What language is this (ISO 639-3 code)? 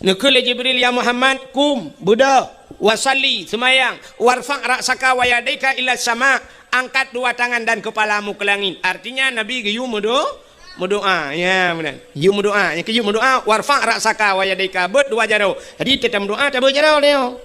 ace